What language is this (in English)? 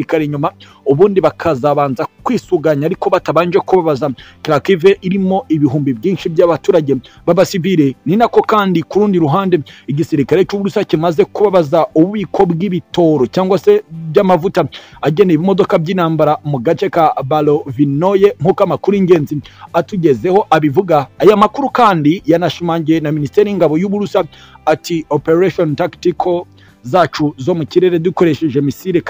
Kinyarwanda